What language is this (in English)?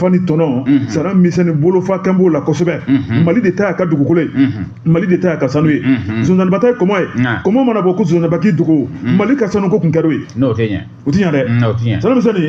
Bambara